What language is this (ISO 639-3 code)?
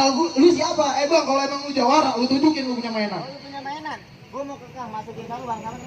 bew